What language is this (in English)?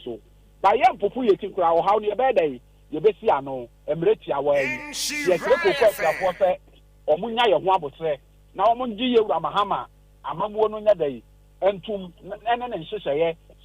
Akan